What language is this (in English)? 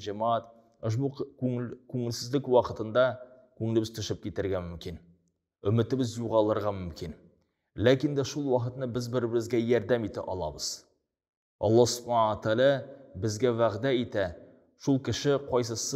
Tatar